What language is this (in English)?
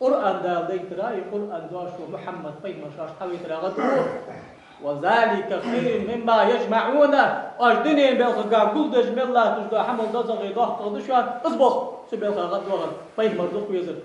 Ingush